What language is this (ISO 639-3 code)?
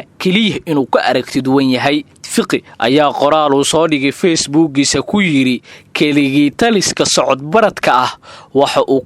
som